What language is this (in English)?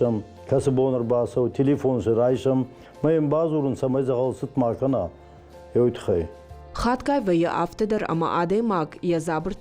Ossetic